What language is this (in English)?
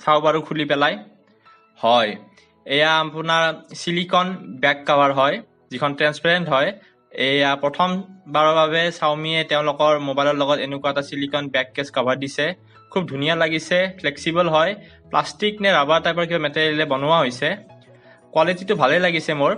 Assamese